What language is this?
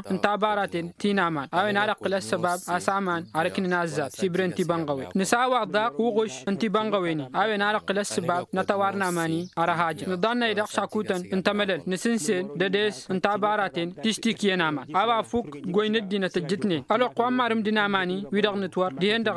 Tamasheq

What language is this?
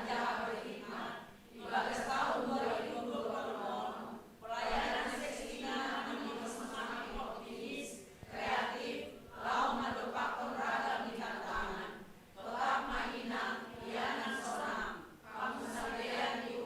Batak Simalungun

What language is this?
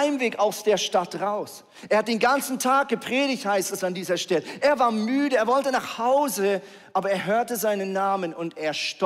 Swiss German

